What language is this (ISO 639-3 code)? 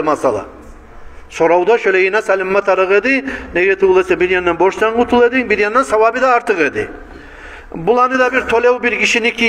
kum